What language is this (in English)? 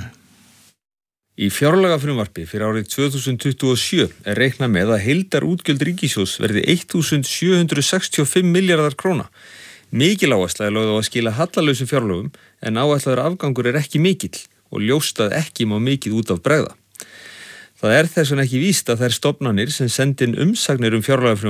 Icelandic